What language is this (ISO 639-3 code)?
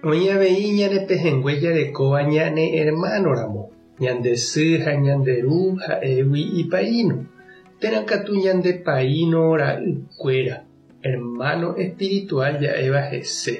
grn